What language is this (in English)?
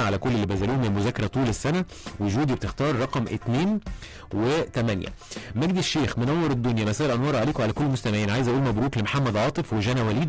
Egyptian Arabic